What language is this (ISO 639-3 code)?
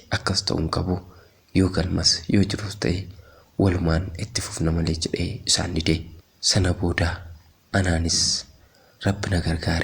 orm